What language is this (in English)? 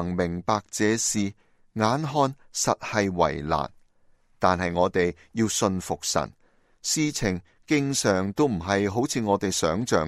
Cantonese